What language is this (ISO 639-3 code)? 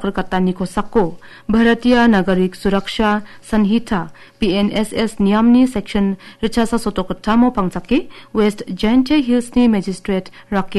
grt